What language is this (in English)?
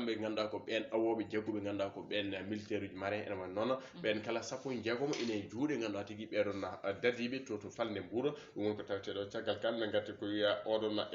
Fula